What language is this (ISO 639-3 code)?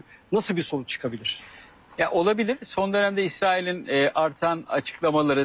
tur